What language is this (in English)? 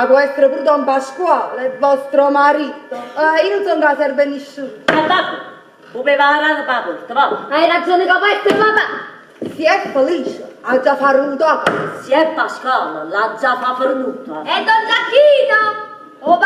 Neapolitan